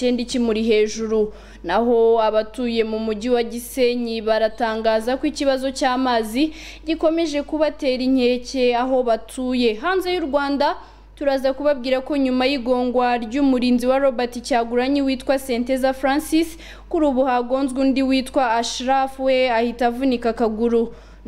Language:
Kinyarwanda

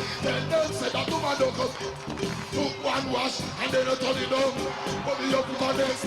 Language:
Jamaican Creole English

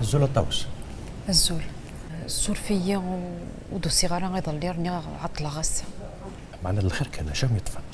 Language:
Kabyle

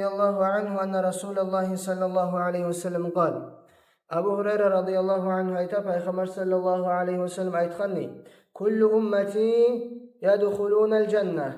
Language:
Kumyk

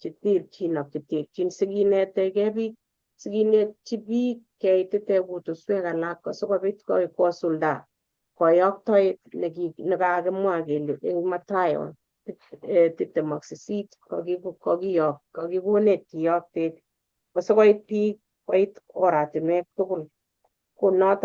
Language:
Kalenjin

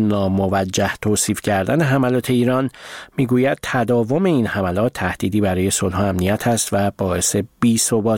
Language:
Persian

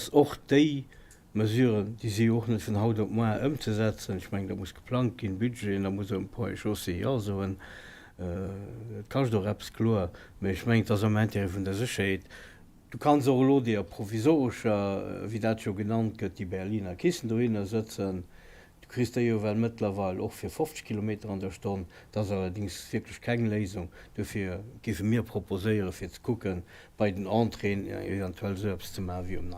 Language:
Luxembourgish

